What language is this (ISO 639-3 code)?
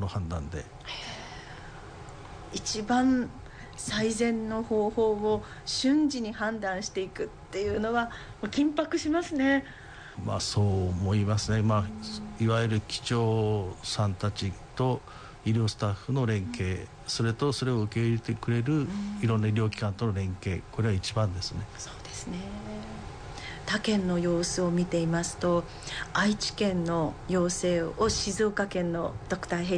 jpn